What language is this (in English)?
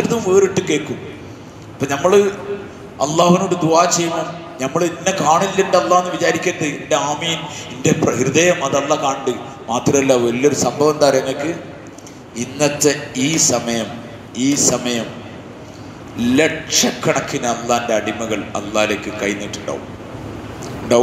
Malayalam